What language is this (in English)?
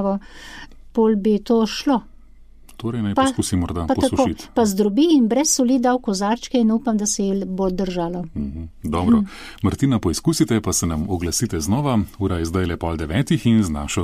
Slovenian